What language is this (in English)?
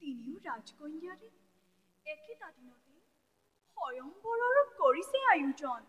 Assamese